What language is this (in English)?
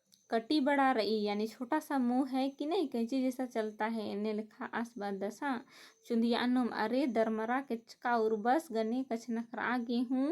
Kurukh